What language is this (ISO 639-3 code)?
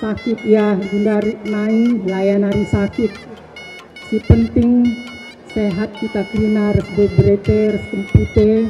btx